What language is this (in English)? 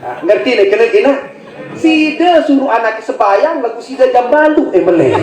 Sasak